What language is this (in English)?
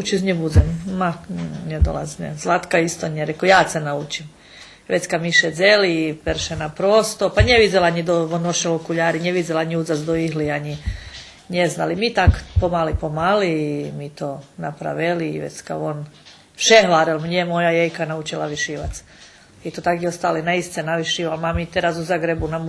Rusyn